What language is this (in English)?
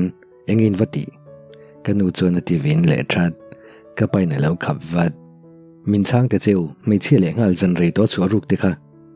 Mizo